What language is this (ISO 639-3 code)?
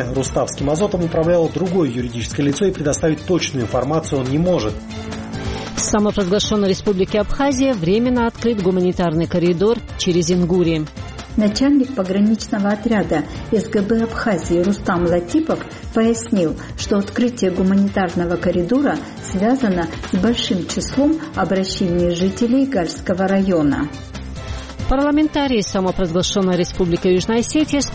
rus